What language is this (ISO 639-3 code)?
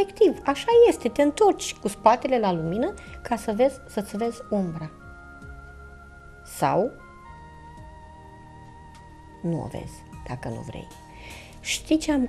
ron